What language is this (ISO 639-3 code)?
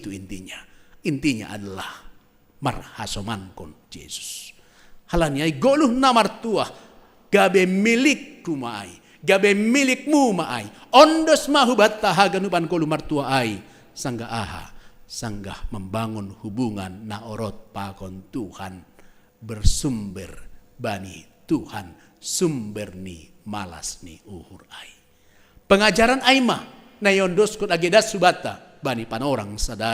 bts